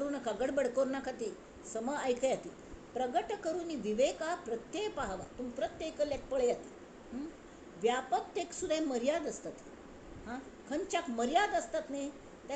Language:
Konkani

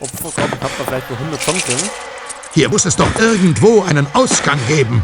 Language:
Bavarian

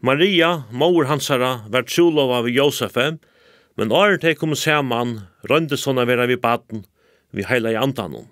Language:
Faroese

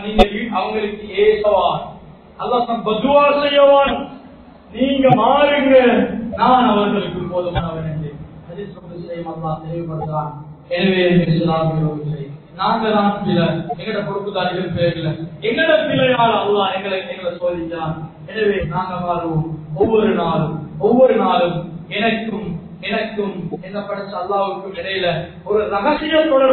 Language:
Tamil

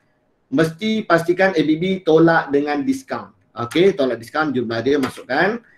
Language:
Malay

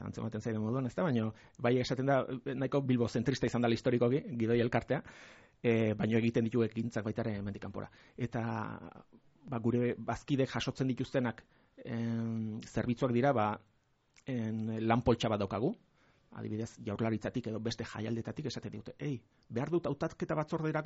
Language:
Basque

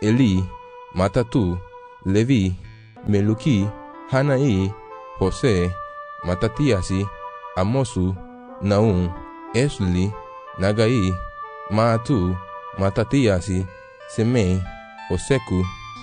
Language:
Garifuna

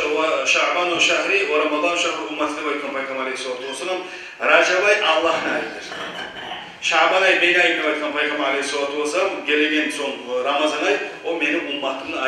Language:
Kumyk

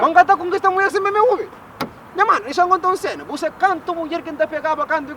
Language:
Kabuverdianu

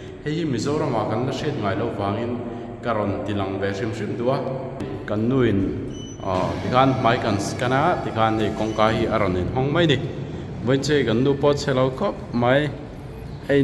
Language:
Mizo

